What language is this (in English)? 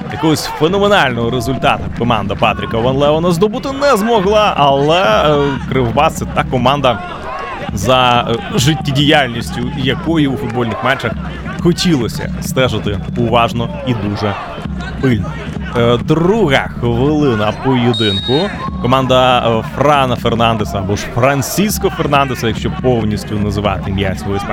Ukrainian